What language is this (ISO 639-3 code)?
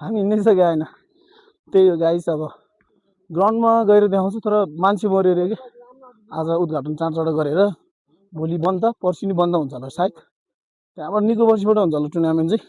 nep